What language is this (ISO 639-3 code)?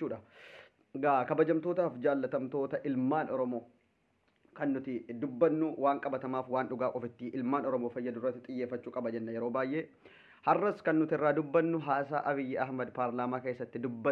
orm